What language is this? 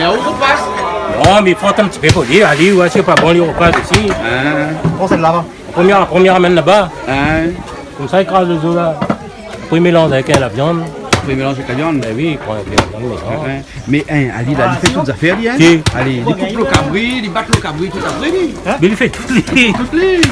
Réunion Creole French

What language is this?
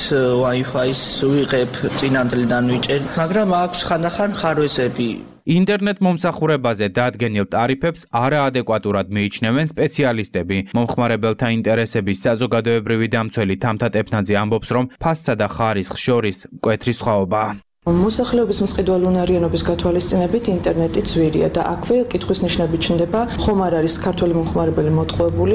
Georgian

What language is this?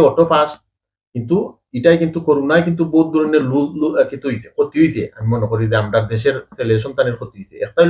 Sylheti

